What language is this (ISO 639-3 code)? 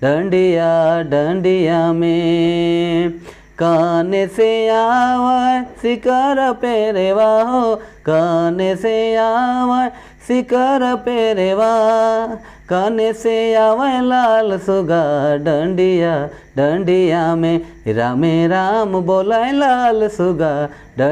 sck